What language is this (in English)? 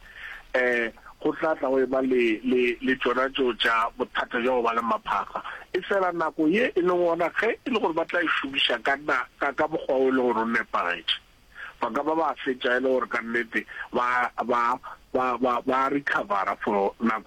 Northern Sotho